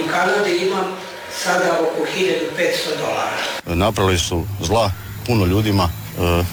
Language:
Croatian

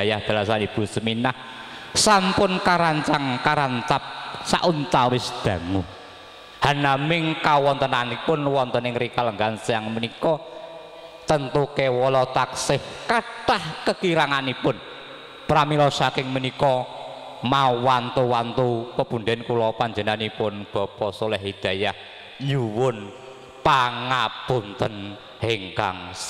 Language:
Javanese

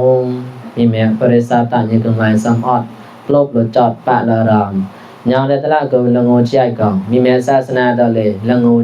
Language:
Mon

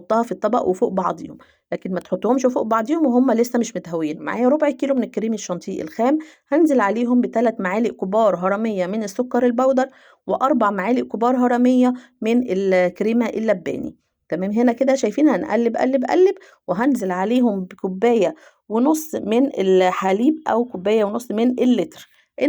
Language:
Egyptian Arabic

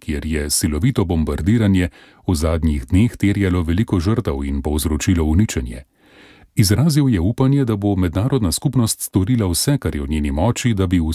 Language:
Slovenian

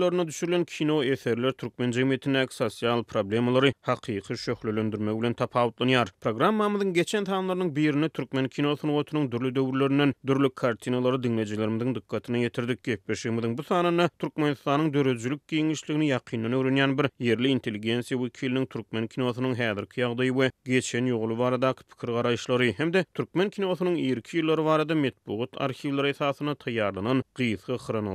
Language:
Turkmen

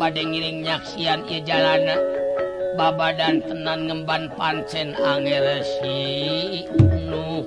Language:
Sundanese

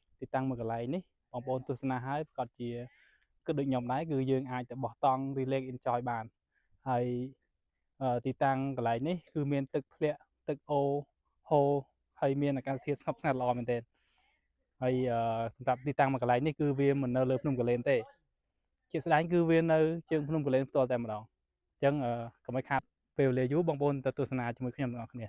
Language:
Khmer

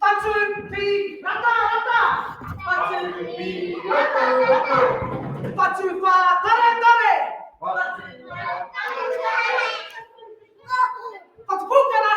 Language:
Māori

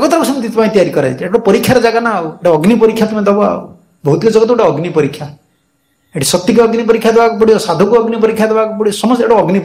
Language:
Odia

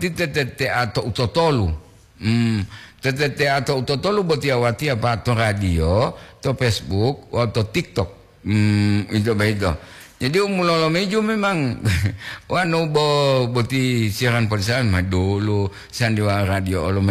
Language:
Gorontalo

